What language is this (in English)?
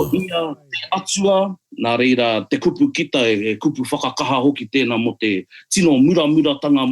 Māori